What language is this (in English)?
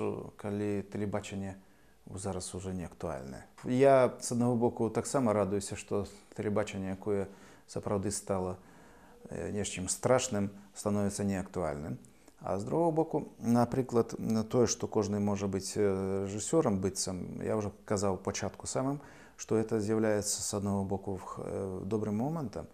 Belarusian